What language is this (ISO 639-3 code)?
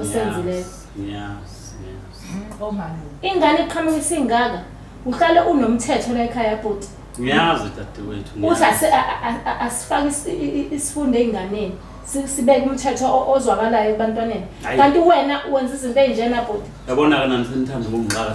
zul